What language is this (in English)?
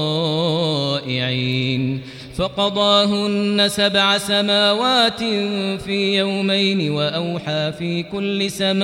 Arabic